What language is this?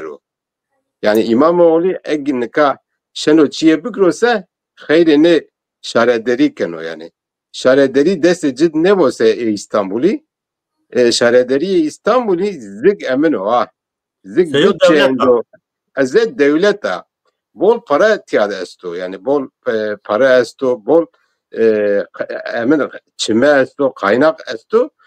Zaza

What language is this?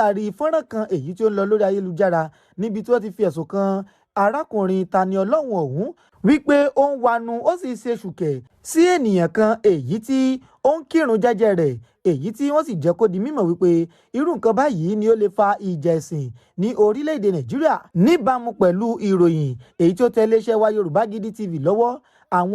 Yoruba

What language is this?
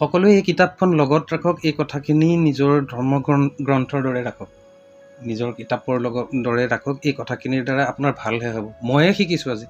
Assamese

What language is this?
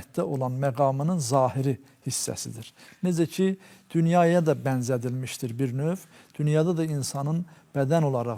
Azerbaijani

